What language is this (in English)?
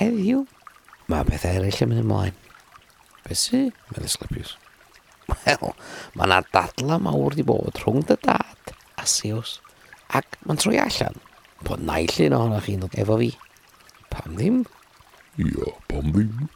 Welsh